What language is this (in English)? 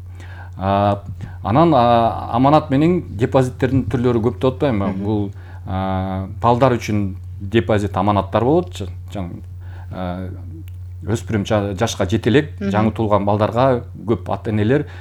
Kyrgyz